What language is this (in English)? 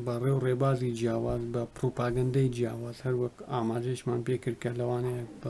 Central Kurdish